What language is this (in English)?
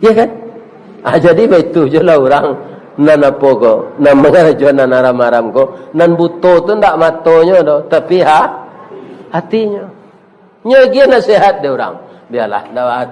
Minangkabau